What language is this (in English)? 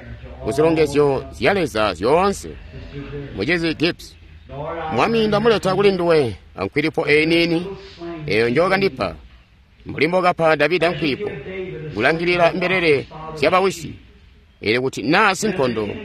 Tonga (Zambia)